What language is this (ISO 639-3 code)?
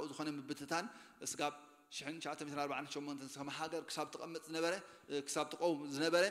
tir